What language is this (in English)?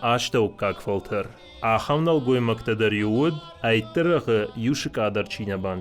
Ossetic